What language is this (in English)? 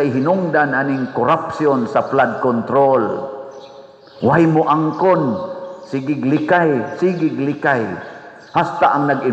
Cebuano